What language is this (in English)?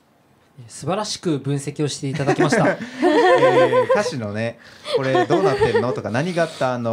Japanese